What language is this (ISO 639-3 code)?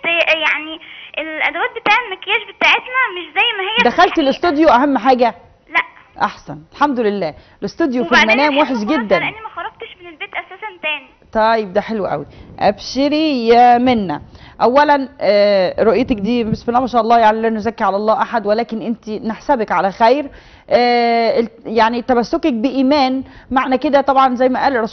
arz